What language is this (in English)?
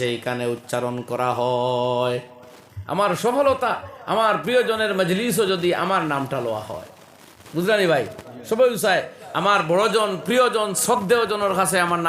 Sylheti